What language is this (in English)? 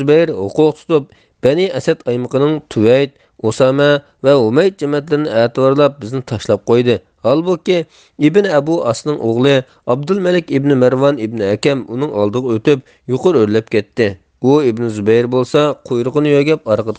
Uyghur